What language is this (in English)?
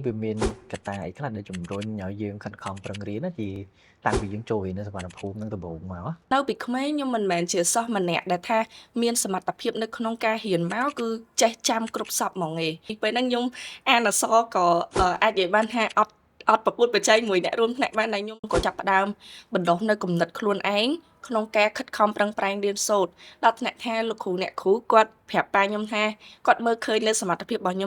Khmer